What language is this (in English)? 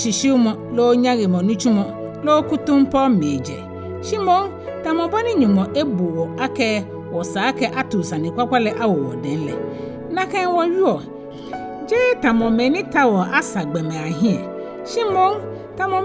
Ga